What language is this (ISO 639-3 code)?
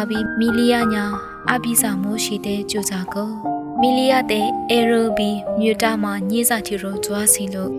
lis